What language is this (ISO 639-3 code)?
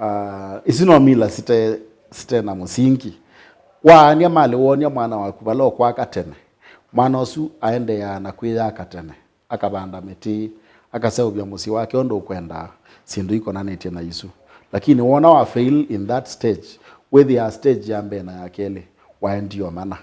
kam